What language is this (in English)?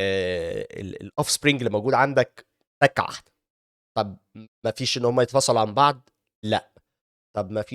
Egyptian Arabic